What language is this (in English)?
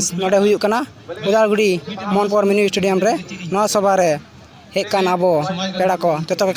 Santali